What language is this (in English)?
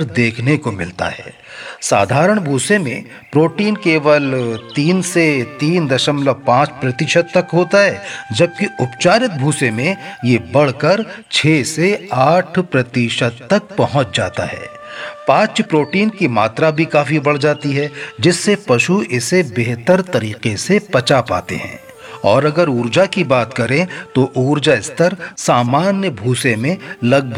Hindi